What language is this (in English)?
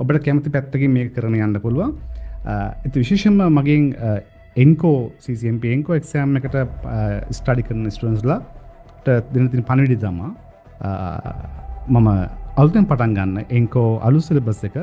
Sinhala